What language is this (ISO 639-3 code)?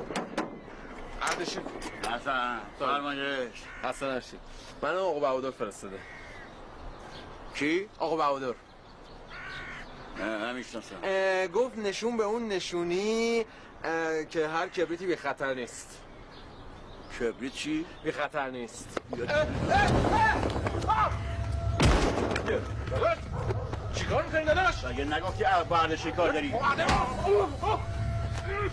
fas